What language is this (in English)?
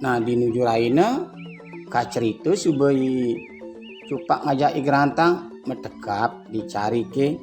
Balinese